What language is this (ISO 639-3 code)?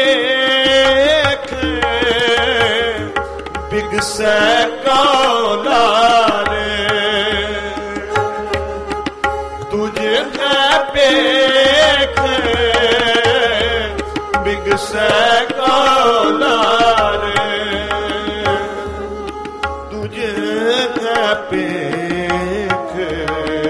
pan